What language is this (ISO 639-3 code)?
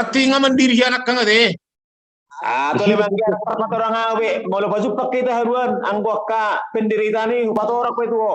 bbc